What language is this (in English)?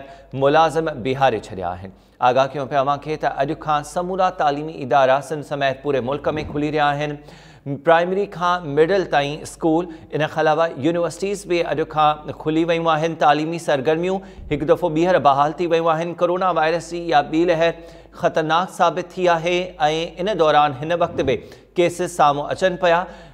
Sindhi